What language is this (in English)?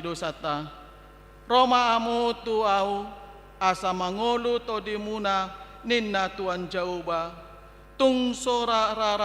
Batak Toba